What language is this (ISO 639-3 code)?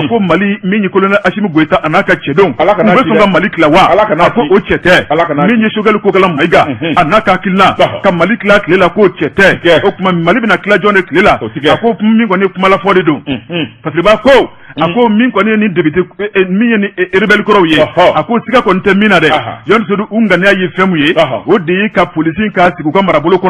bam